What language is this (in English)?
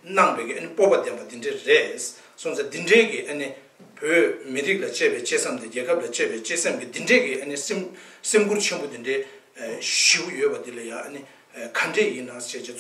Tibetan